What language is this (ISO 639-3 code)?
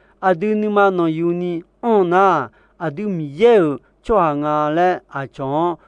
ahk